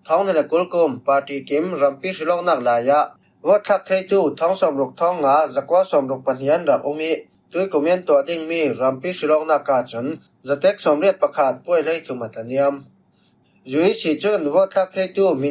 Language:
Falam Chin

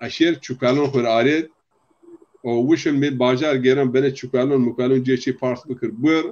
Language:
Zaza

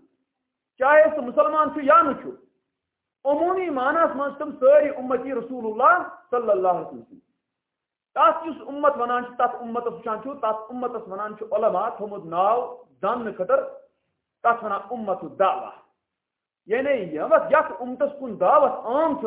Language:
Kashmiri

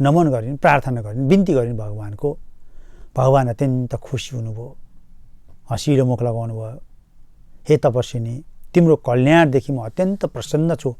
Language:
Nepali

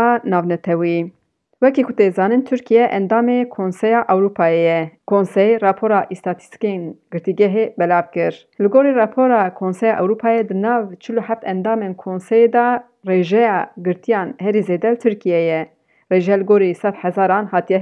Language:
Kurdish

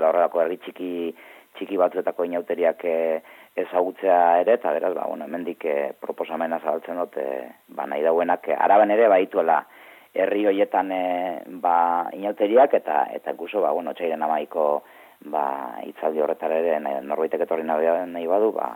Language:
Basque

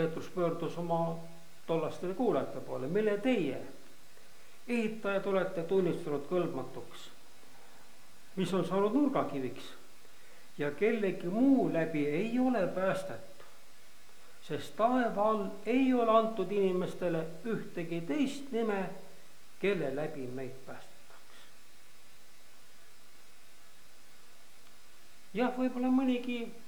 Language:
Estonian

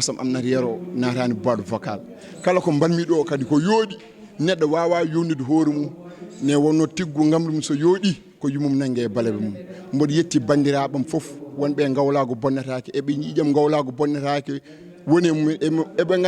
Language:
Fula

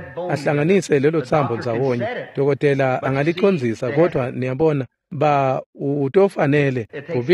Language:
Swati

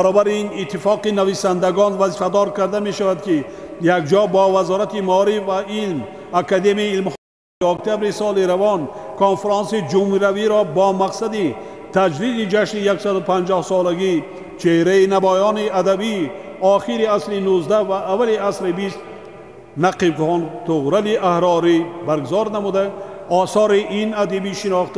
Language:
Tajik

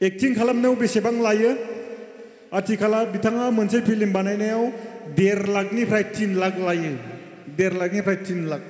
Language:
Bodo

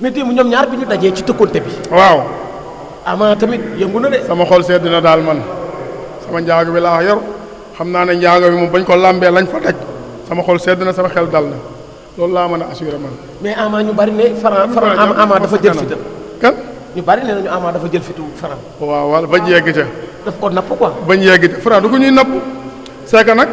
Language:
Wolof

